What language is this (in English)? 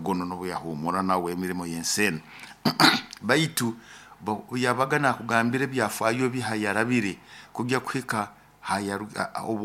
Nyoro